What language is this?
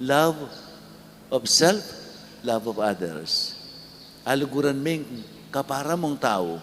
Pampanga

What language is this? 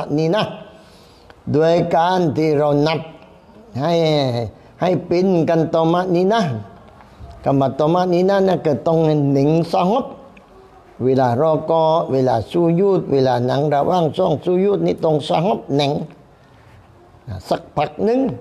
Thai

